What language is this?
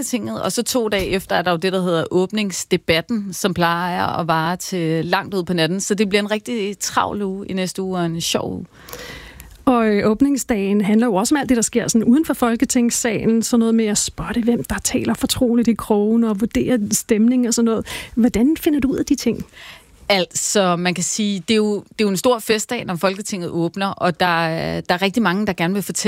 Danish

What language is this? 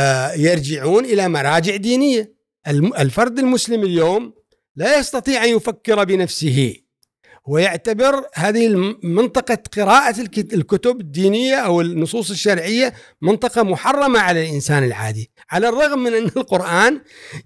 Gulf Arabic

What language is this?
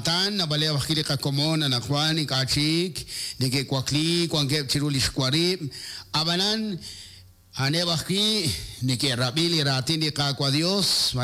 Kekchí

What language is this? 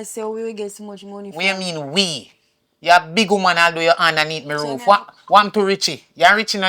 Jamaican Creole English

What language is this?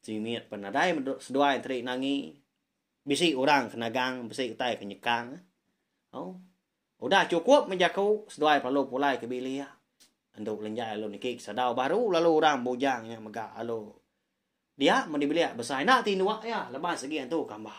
Iban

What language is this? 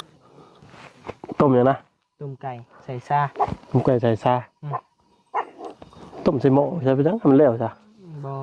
Lao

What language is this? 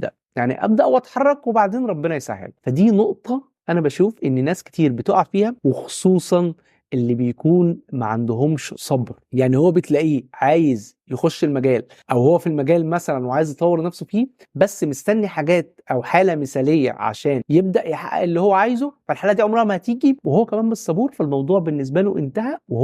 Egyptian Arabic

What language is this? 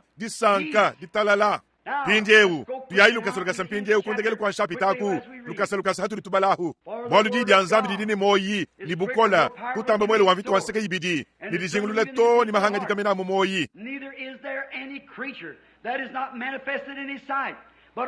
Luba-Lulua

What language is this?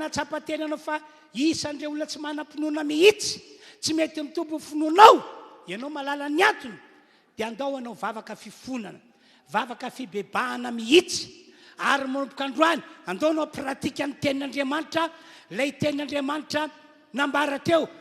Malagasy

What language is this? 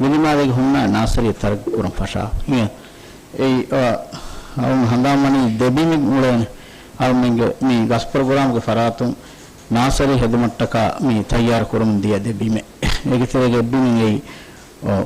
Divehi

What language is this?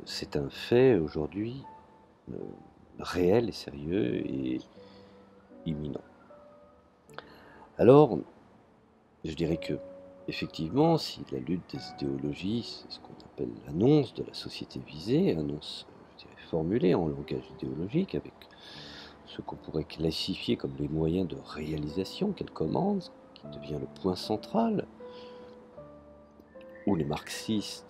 French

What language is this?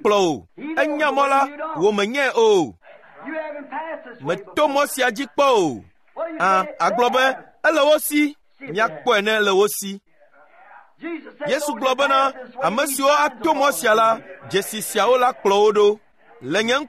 Ewe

